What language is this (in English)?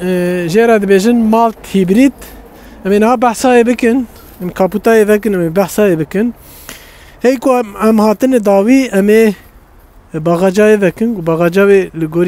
Kurdish